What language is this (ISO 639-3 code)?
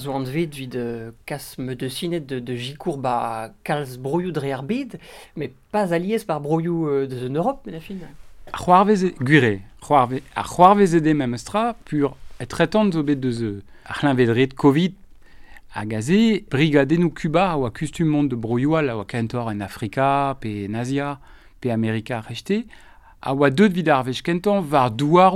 bre